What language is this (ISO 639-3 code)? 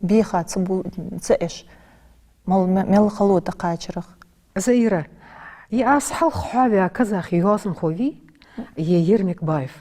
inh